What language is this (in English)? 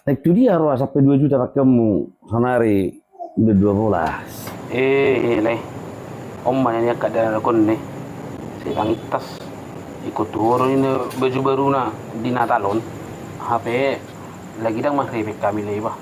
Batak Toba